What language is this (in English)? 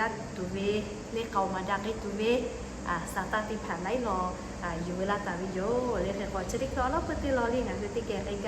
Lahu